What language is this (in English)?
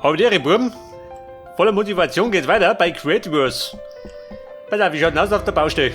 Bavarian